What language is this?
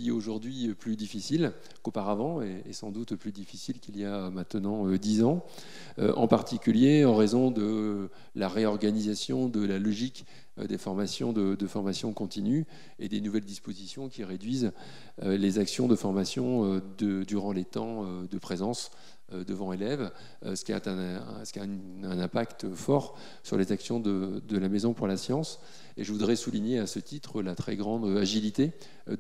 French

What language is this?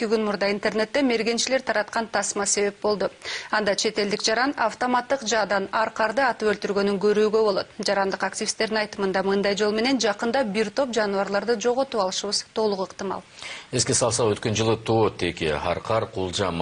Kyrgyz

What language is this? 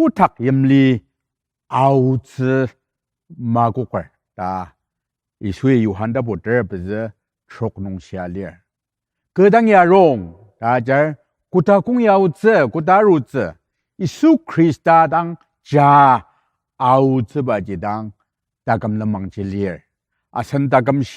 Ao Naga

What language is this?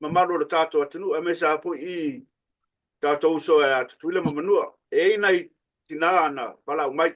Samoan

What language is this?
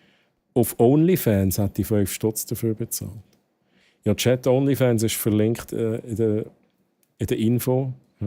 Swiss German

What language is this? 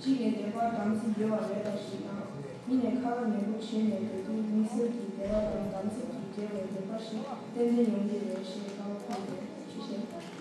Tibetan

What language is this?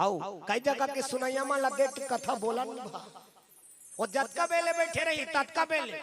Chhattisgarhi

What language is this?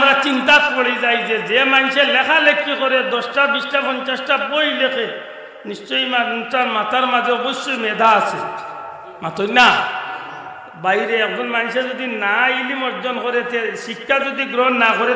Sylheti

